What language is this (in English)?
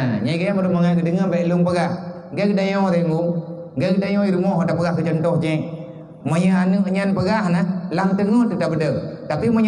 Achinese